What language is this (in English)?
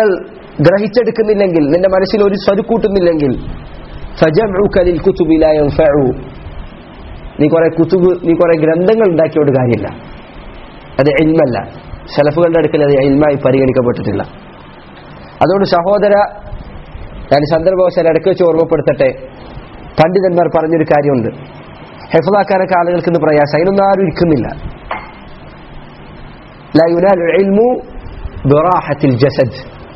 Malayalam